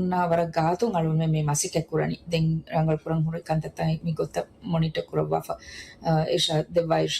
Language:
Divehi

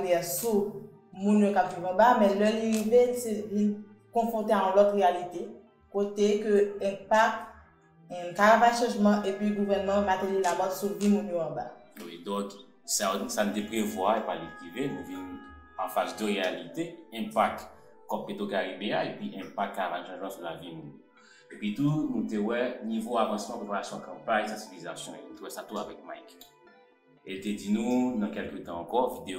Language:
Haitian Creole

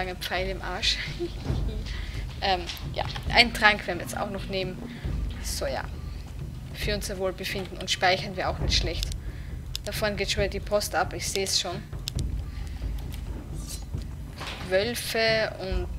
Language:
German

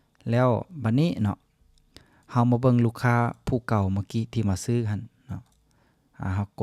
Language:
Lao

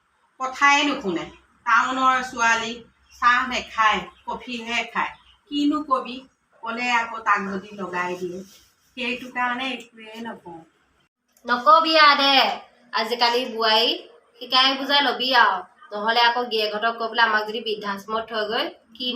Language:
Assamese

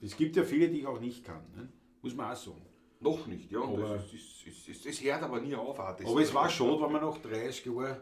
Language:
Bavarian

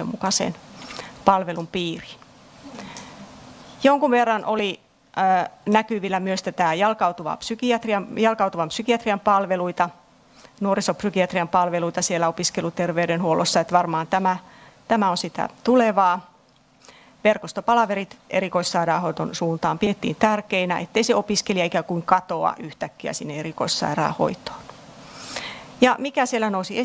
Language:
Finnish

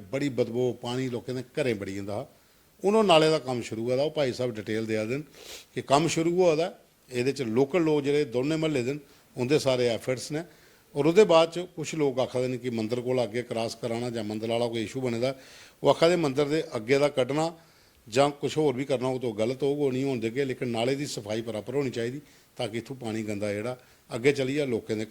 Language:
Dogri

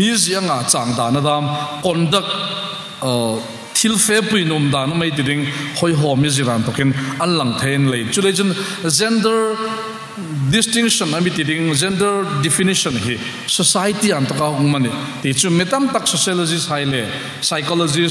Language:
Hmar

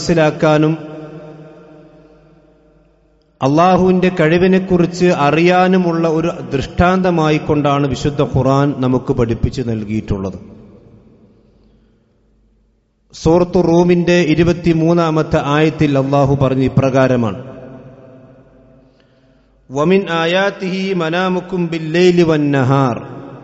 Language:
Malayalam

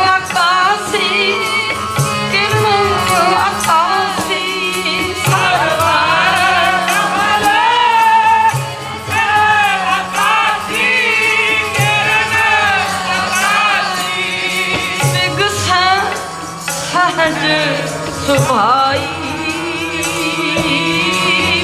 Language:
Punjabi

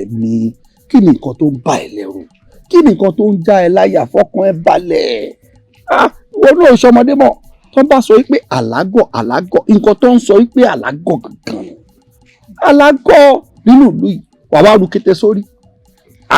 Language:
Yoruba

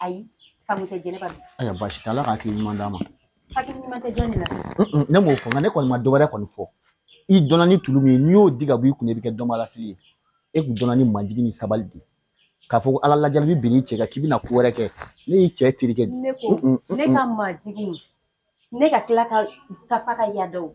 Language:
Bambara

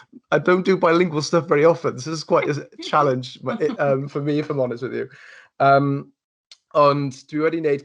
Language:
Welsh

